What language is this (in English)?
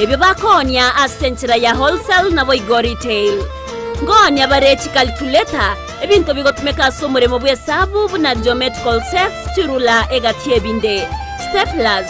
Gusii